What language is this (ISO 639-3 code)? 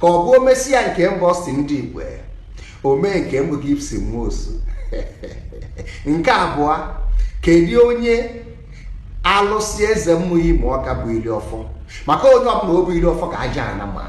ibo